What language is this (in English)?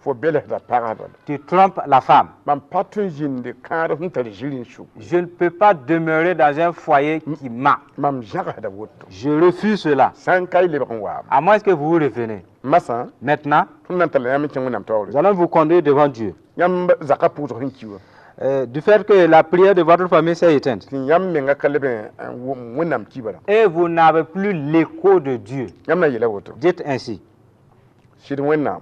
Mossi